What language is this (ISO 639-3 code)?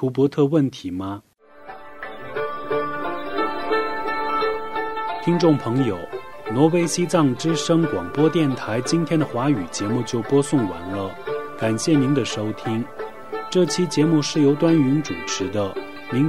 zho